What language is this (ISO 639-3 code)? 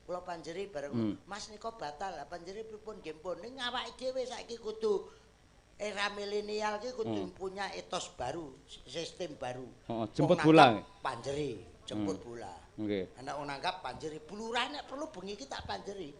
jav